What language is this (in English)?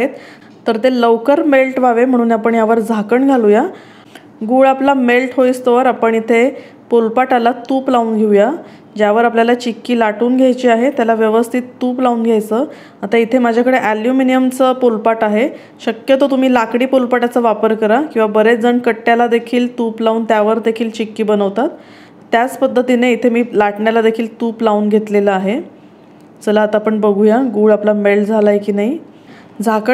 Marathi